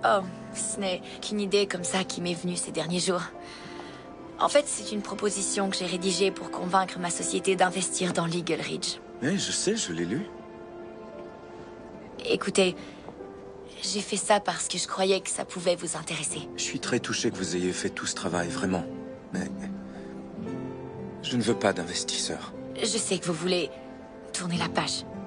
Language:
French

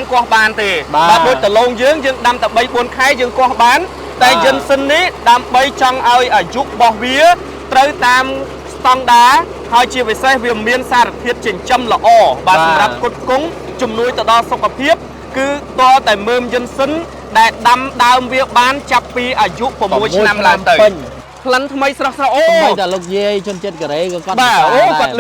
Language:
Khmer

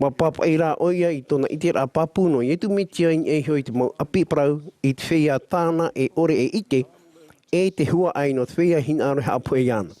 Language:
Tahitian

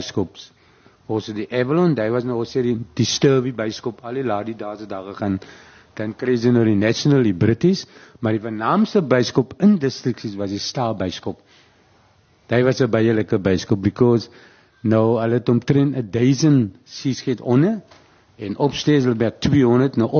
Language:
Afrikaans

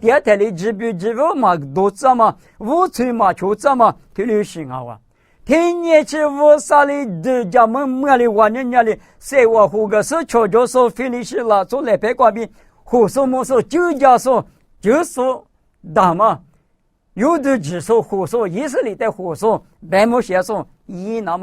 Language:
Lisu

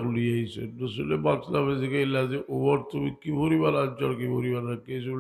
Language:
Sylheti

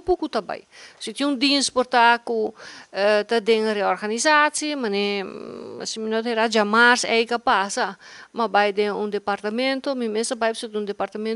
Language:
Papiamento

